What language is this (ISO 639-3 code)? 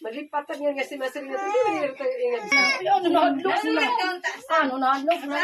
war